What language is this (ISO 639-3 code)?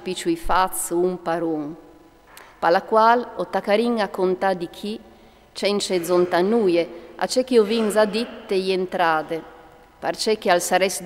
fur